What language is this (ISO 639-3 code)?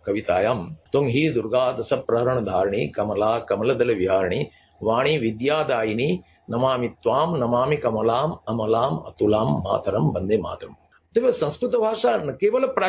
san